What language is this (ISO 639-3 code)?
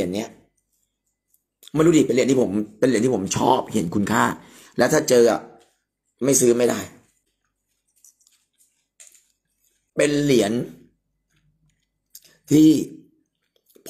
tha